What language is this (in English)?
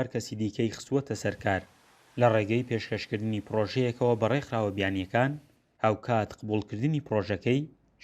Central Kurdish